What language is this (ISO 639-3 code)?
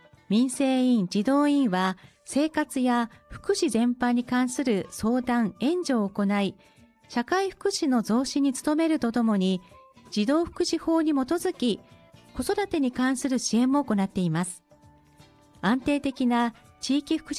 jpn